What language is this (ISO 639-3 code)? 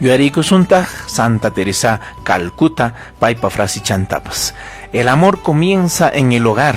quy